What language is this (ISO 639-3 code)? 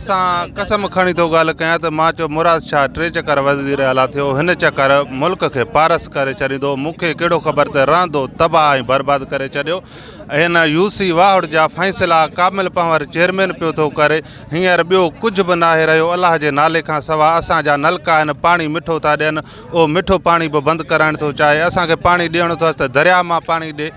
snd